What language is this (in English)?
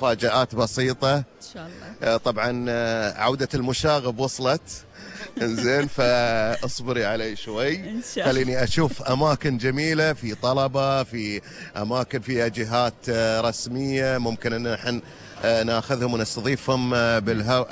Gulf Arabic